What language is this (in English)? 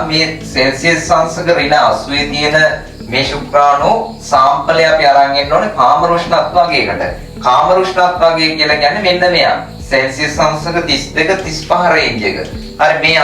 Sinhala